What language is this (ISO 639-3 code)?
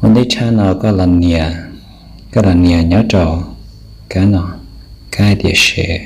hmn